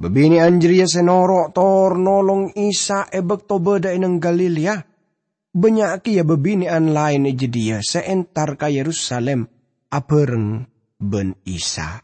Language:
Madurese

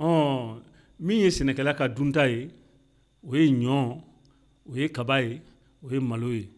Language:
Bambara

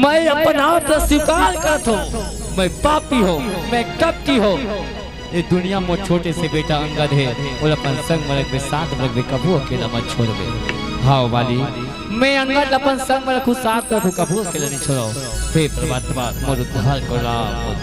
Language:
Chhattisgarhi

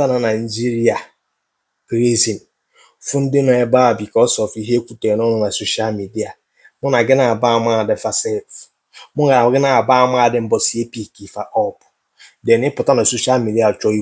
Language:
Igbo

